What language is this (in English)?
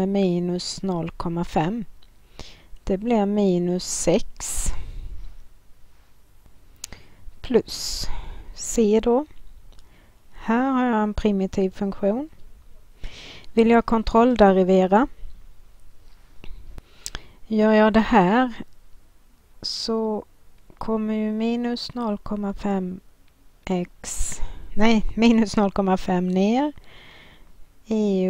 Swedish